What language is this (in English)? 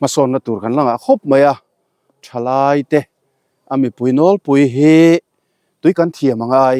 Mizo